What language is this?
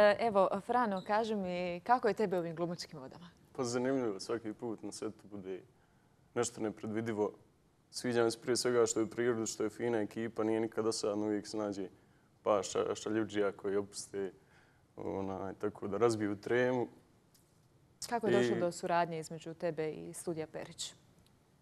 Croatian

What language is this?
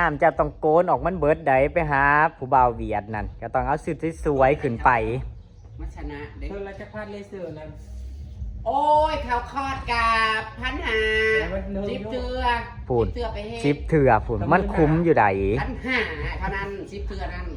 Northeastern Thai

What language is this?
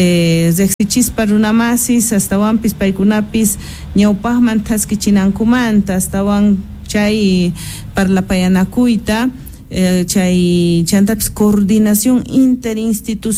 Quechua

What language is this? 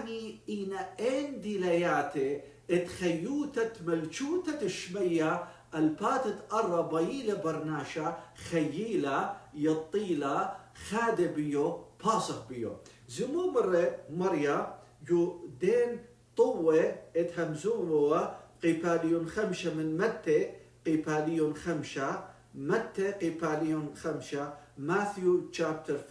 Assyrian Neo-Aramaic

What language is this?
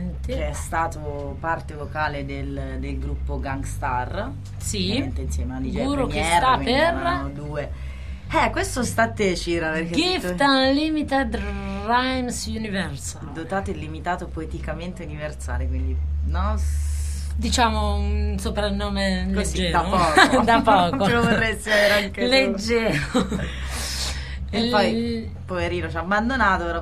Italian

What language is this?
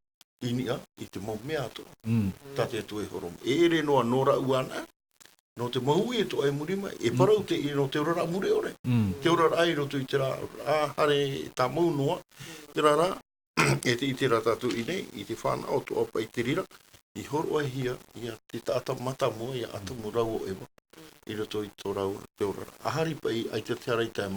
Tahitian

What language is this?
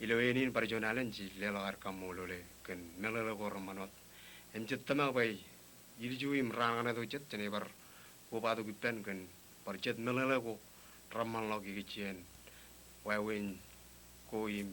Marshallese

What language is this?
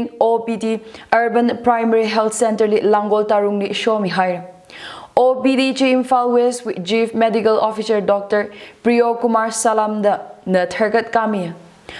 Tangkhul Naga (India)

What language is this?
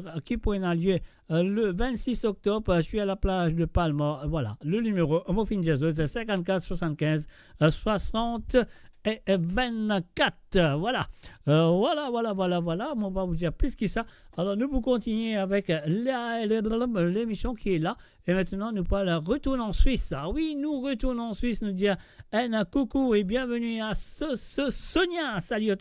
Morisyen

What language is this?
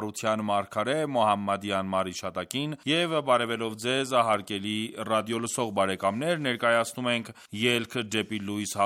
Armenian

